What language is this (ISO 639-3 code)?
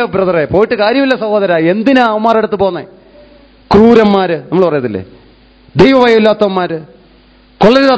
mal